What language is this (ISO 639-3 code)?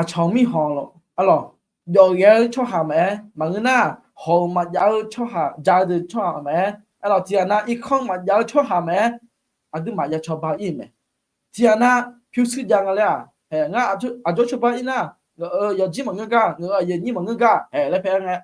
ahk